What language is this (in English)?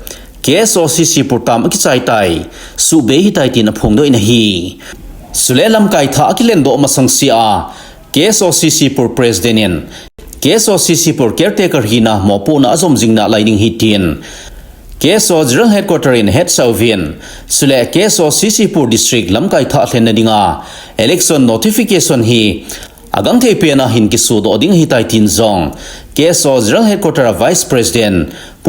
Thado Chin